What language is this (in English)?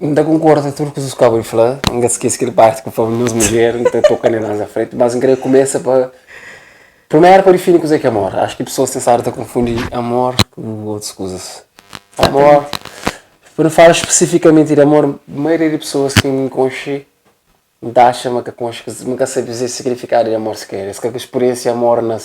Kabuverdianu